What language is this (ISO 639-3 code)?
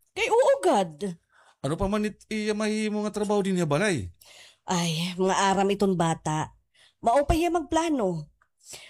war